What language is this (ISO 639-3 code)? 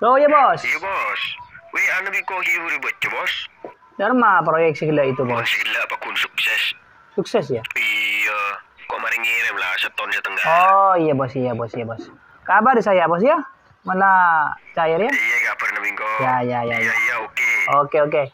mad